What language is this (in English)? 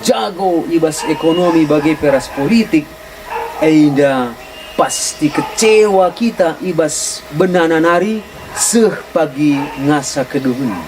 Batak Karo